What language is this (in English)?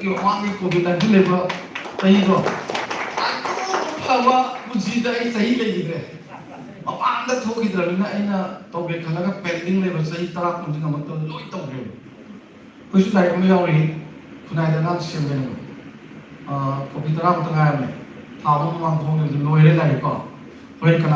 Manipuri